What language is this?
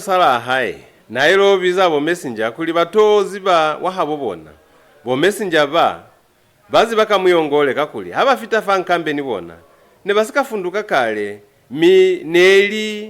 Lozi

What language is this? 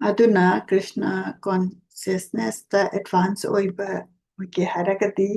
Manipuri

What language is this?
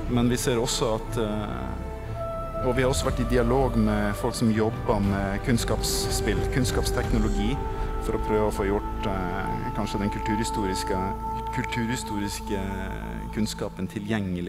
Norwegian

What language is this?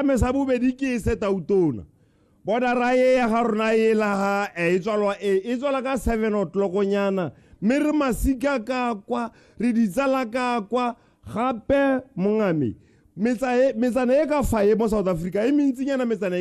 Tswana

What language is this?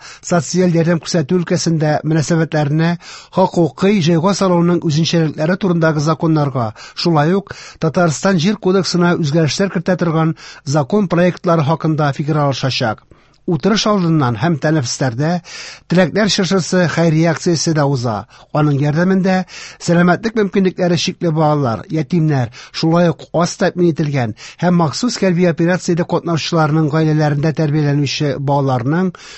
Tatar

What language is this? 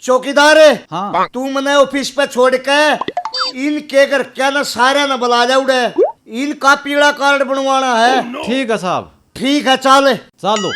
Haryanvi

